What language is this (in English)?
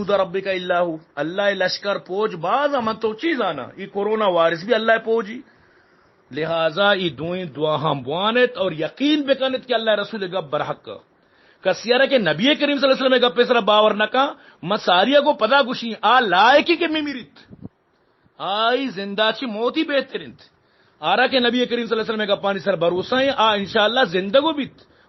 Baluchi